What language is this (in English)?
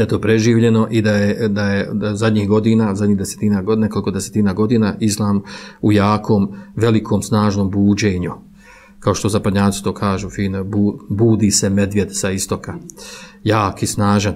Bosnian